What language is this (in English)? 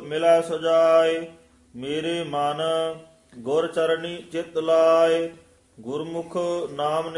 Punjabi